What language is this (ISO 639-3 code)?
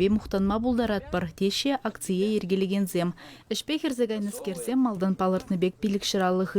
chv